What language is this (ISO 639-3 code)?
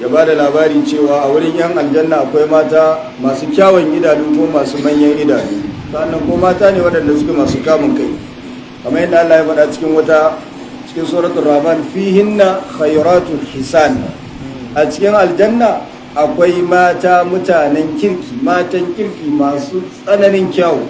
hau